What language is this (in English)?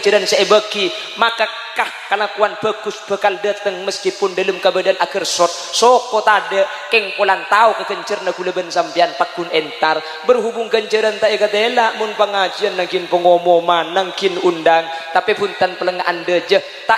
Madurese